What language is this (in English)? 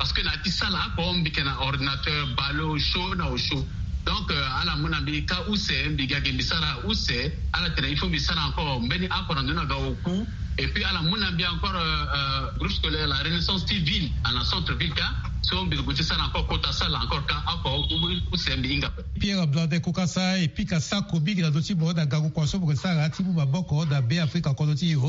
Sango